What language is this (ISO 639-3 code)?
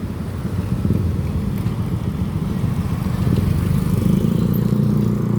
lao